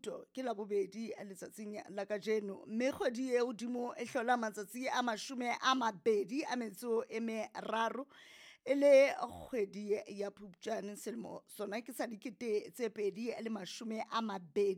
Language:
Southern Sotho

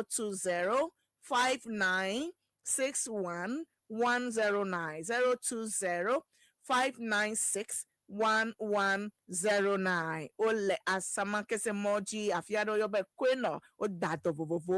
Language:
Ewe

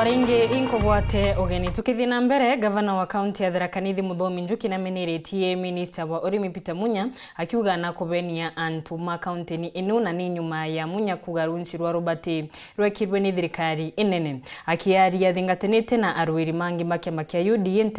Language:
Meru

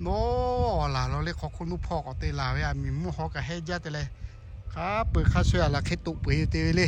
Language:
Lahu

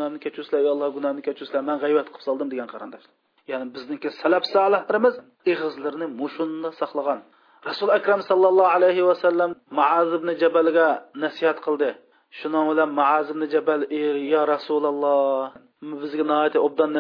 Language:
Uyghur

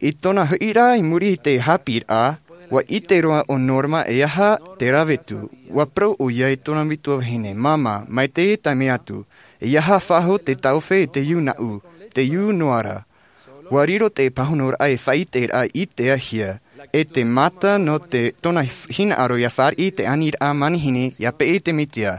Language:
Tahitian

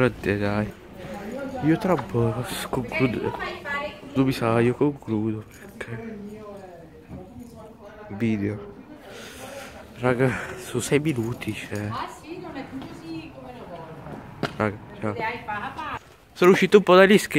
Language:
Italian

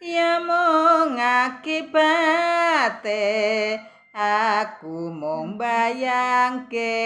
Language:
Javanese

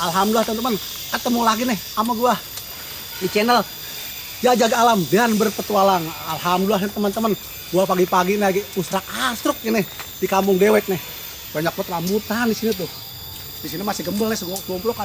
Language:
Betawi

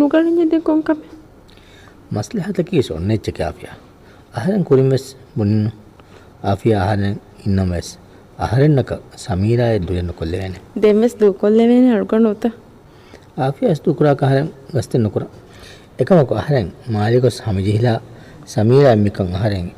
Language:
Divehi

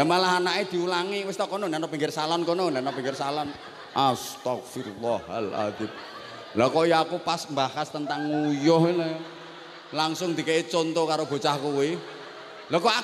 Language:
Javanese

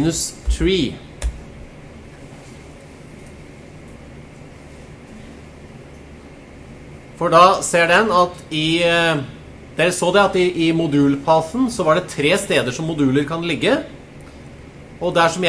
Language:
Norwegian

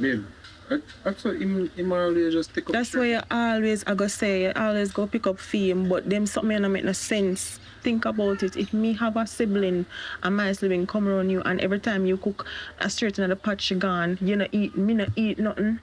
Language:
Jamaican Creole English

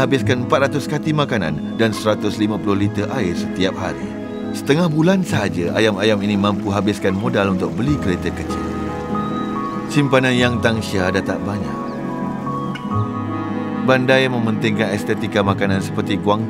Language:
Malay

